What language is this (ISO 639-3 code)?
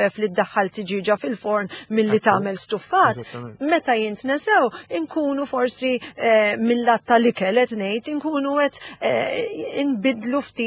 mlt